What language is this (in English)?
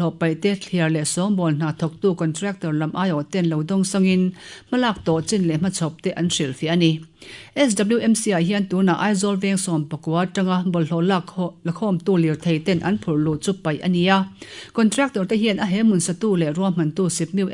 Mizo